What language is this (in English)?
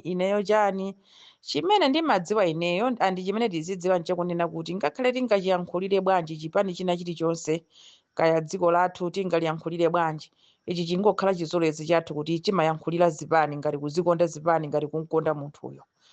Nyanja